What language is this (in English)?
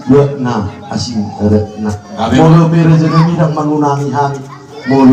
Batak Toba